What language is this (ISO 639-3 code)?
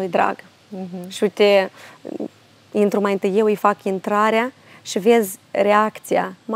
ron